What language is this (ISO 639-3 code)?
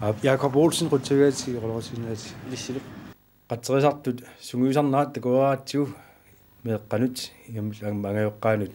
kal